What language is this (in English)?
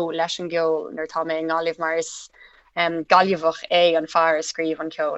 Irish